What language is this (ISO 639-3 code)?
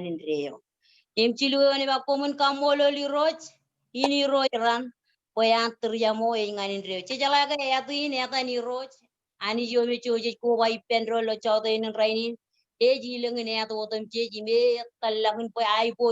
mah